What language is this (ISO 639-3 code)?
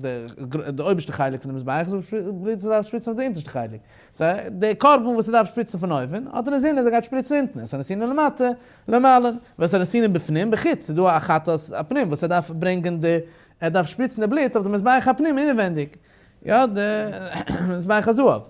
yid